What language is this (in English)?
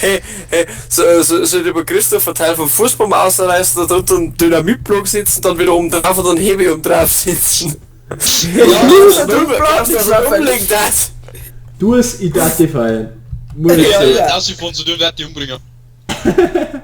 Bavarian